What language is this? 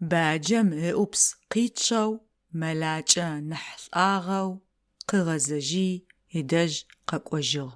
Adyghe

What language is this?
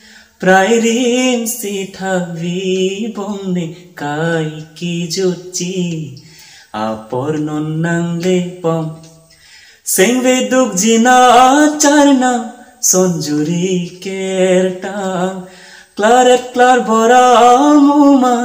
Karbi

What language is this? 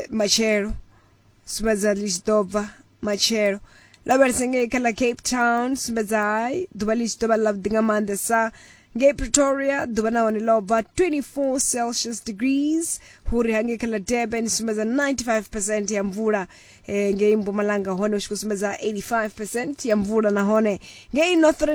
Venda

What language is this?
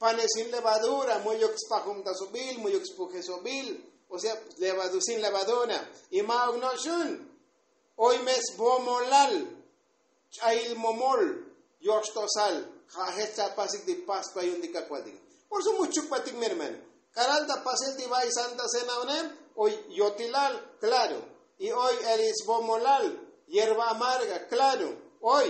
Tzotzil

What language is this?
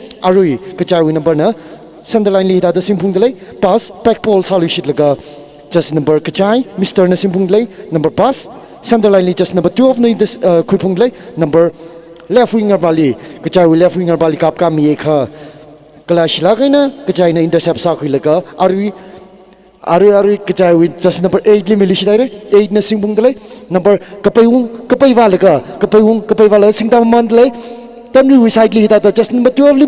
Tangkhul Naga (India)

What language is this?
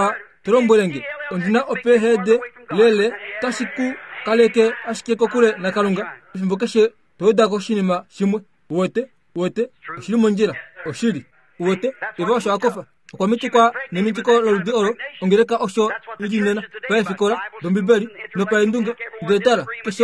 Kuanyama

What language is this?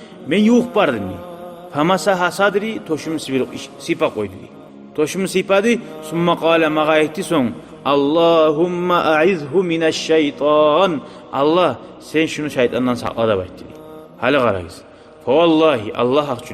Kumyk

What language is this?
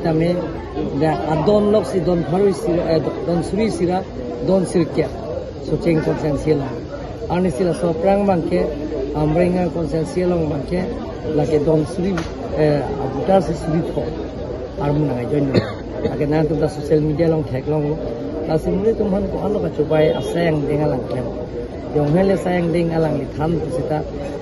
Karbi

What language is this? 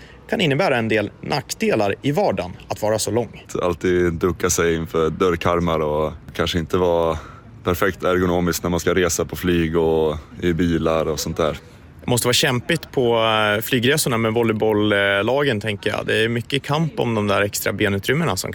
Swedish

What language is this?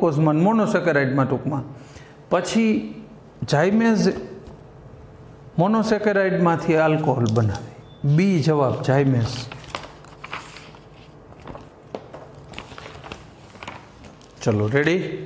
Gujarati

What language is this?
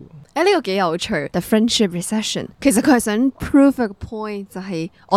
Cantonese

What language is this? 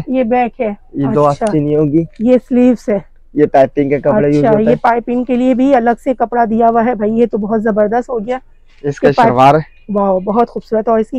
Hindi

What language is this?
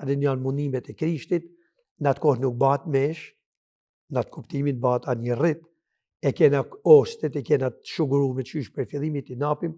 Albanian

